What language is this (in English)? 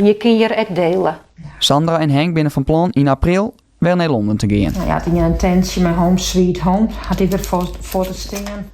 Western Frisian